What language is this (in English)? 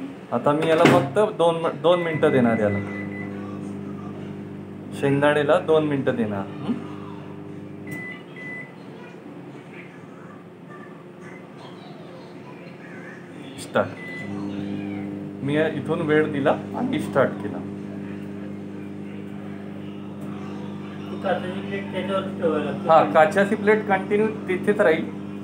Marathi